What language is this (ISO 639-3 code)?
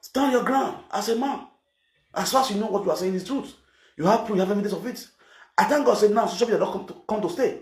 pcm